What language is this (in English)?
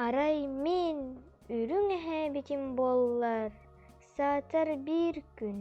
Yakut